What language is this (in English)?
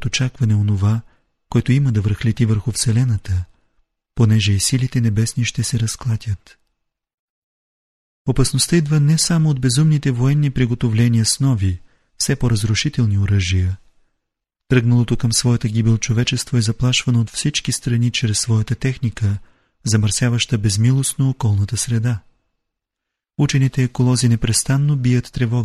Bulgarian